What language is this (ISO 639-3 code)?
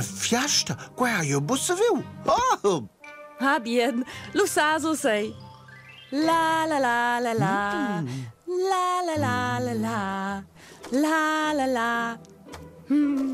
roh